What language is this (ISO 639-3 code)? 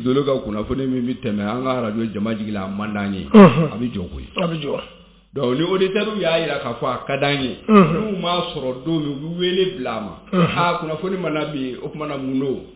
bam